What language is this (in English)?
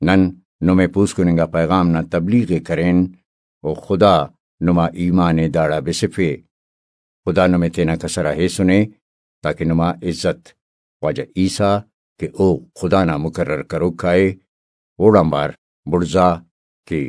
Brahui